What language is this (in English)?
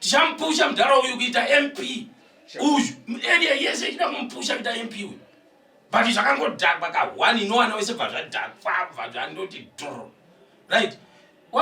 Shona